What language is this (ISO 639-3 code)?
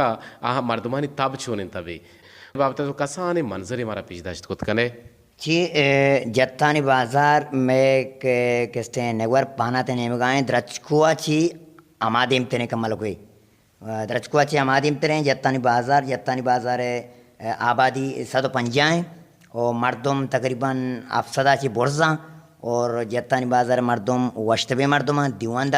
bgp